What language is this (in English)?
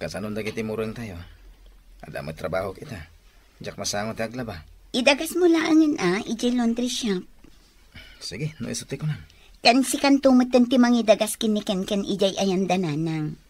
Iloko